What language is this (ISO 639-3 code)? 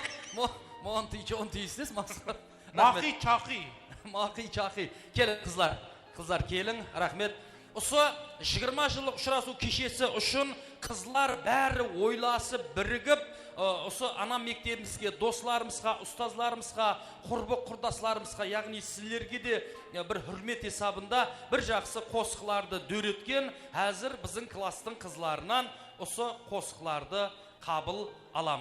kaa